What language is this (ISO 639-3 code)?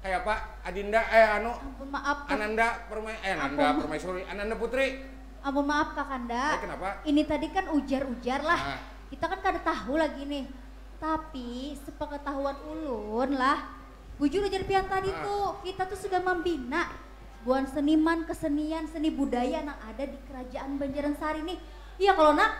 bjn